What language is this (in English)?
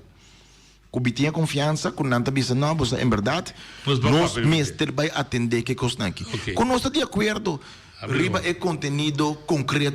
Papiamento